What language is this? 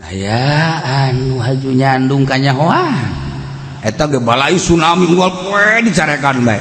Sundanese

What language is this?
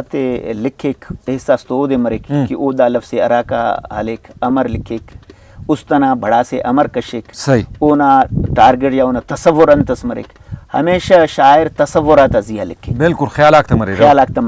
Brahui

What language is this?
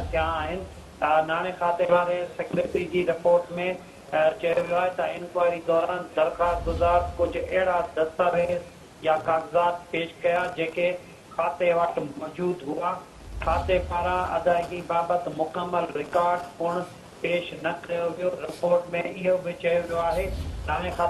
Sindhi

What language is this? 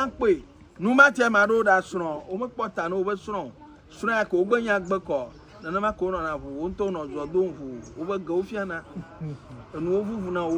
Ewe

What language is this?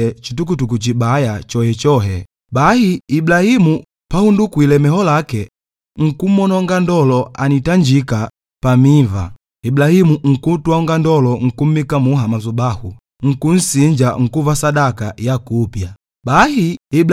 Makonde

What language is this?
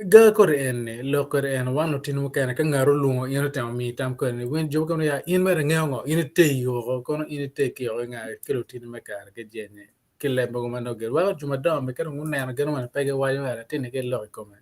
Acoli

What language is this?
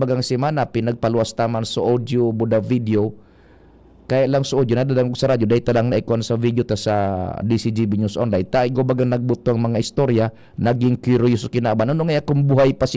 Bikol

